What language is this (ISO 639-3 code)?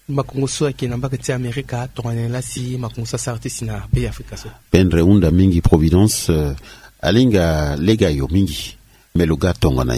sag